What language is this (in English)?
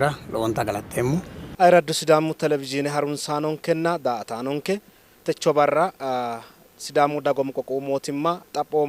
Sidamo